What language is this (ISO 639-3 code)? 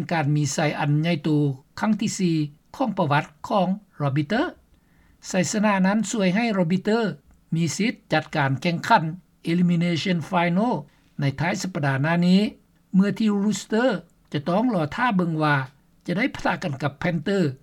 lao